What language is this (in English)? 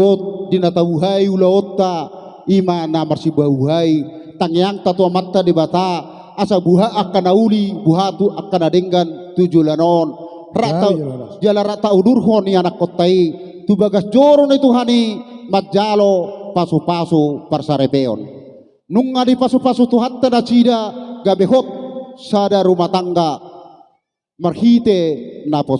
Batak Toba